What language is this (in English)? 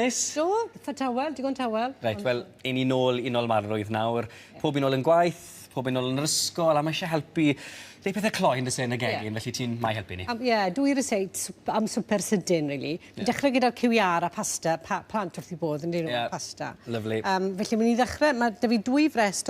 Welsh